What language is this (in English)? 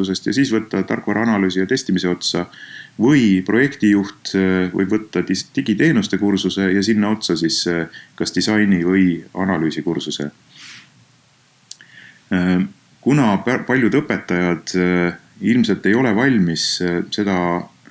Estonian